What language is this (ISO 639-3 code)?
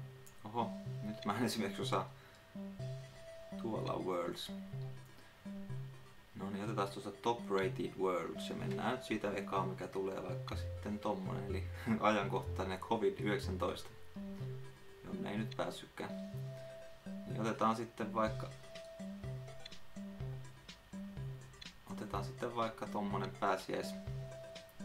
fin